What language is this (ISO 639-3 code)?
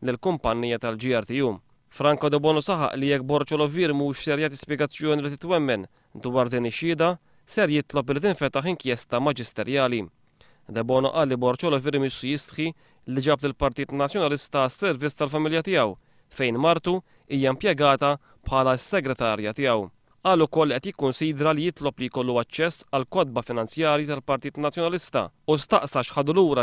mlt